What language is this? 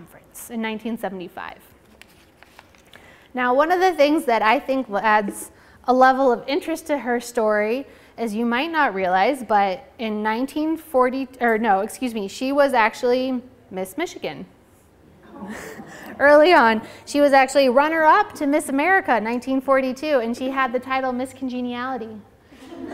English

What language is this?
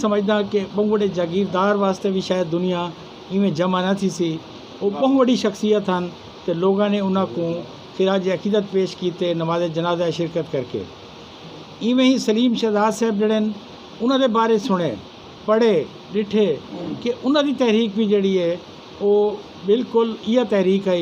Saraiki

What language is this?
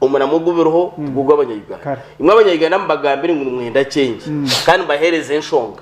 Nyankole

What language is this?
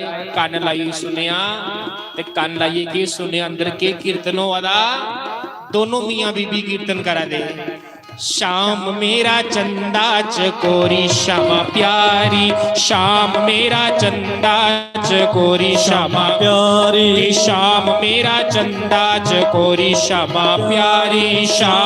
Dogri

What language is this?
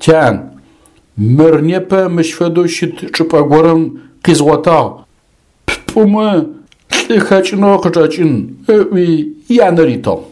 Adyghe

